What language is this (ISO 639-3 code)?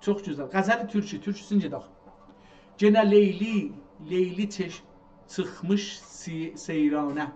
azb